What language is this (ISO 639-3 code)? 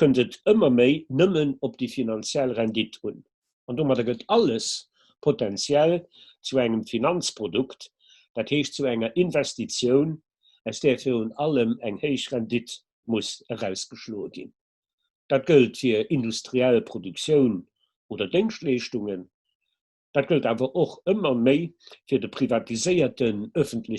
ltz